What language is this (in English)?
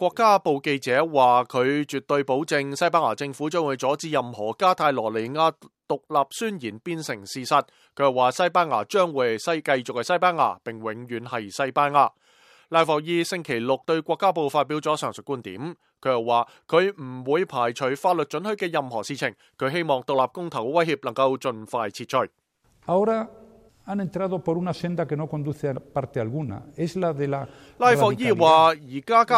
Cantonese